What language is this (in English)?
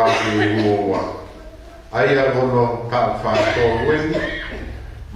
Tongan